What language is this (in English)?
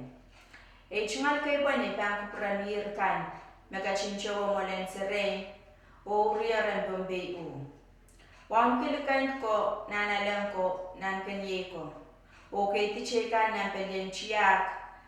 Pohnpeian